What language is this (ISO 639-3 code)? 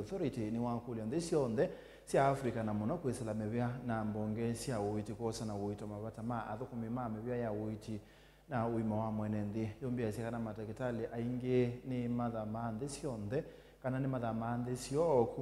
kam